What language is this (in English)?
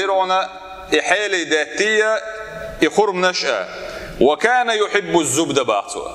Chechen